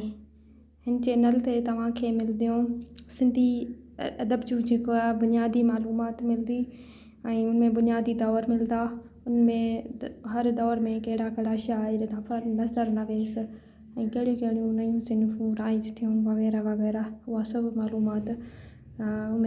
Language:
Sindhi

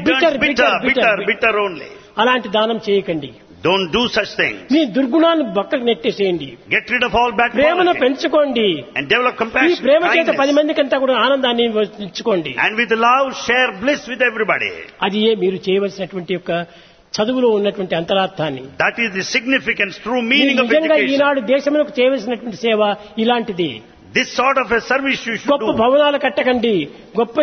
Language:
Telugu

